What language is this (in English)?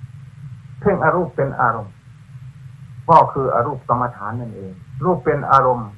Thai